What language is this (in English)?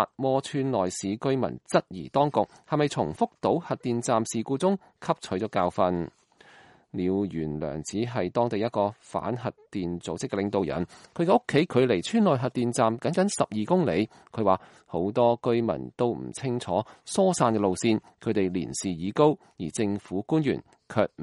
Cantonese